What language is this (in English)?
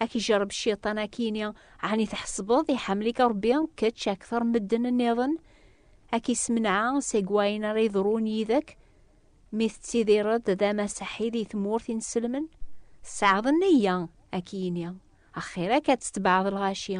Kabyle